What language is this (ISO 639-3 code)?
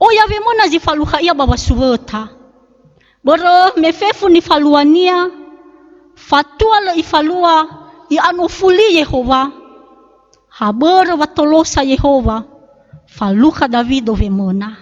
nia